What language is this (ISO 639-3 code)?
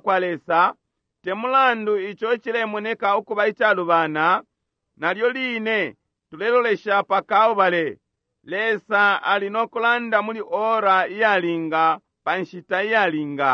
bem